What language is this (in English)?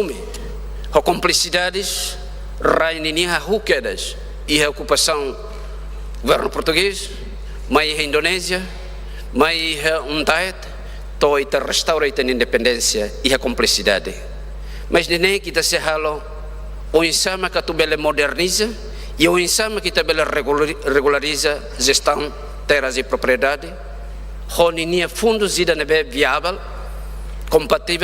Tetum